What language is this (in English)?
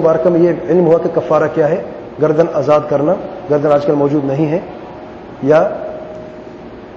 Urdu